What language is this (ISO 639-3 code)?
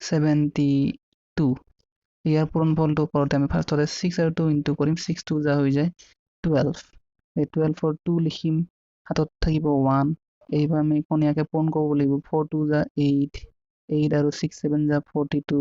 asm